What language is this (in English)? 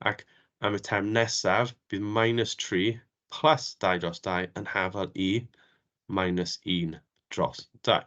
Welsh